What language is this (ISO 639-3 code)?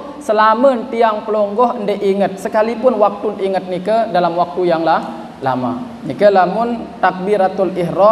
sas